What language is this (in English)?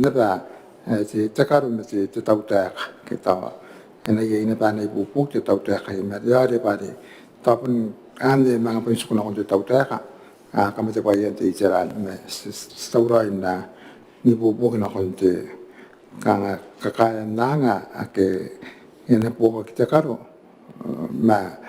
Gilbertese